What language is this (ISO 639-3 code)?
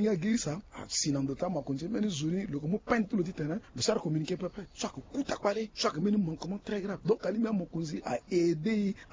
sag